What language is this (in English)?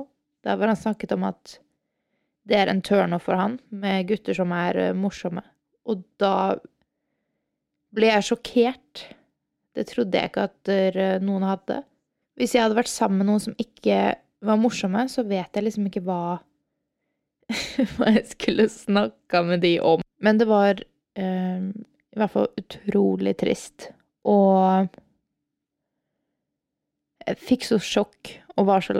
Norwegian